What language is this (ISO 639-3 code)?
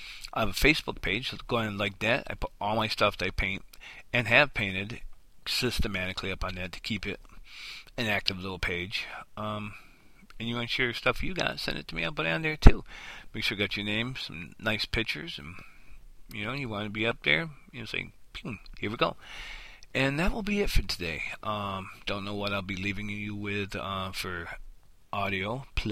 eng